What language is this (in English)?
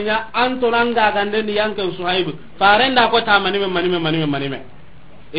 Soninke